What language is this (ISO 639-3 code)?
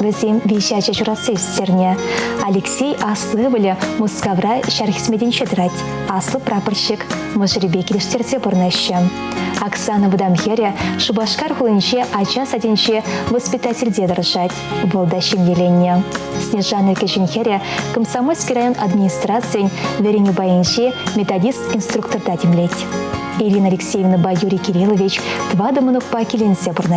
chv